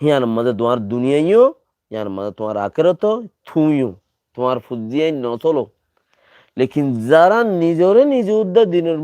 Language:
Rohingya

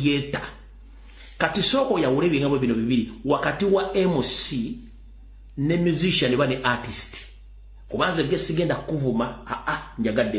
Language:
Ganda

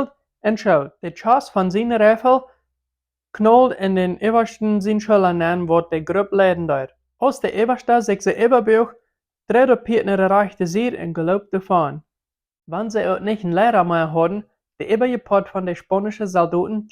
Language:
Plautdietsch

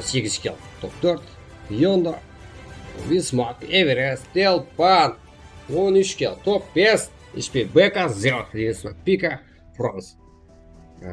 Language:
Kara-Kalpak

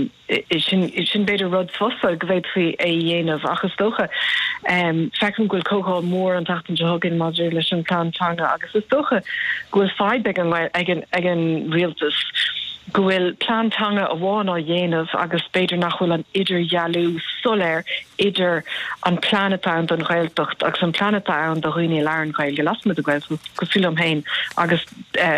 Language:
Irish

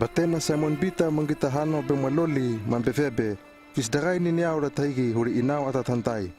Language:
Hano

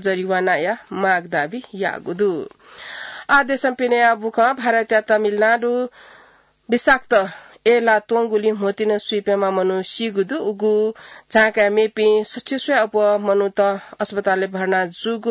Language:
Newari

